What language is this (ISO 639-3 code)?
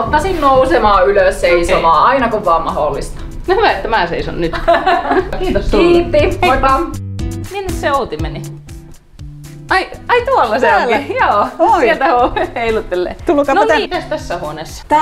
fin